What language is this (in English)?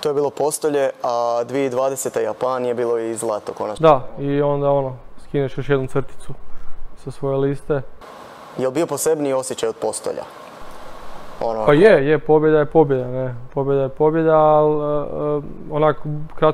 Croatian